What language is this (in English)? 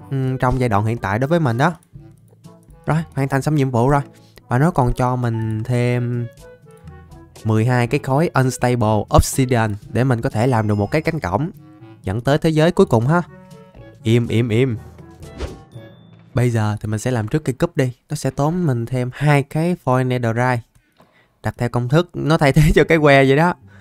Vietnamese